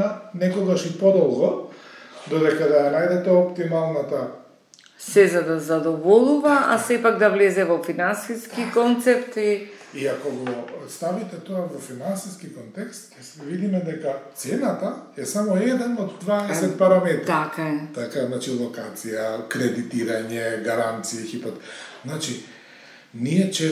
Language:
Macedonian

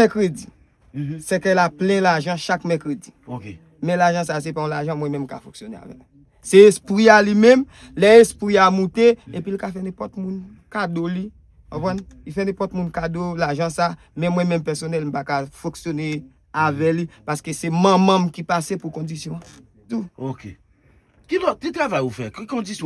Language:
Haitian Creole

